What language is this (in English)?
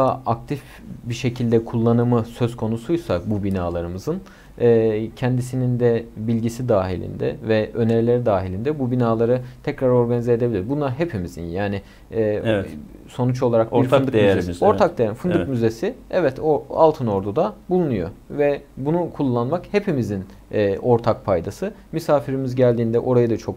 Turkish